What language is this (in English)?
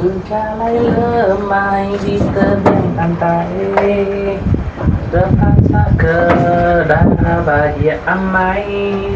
Iban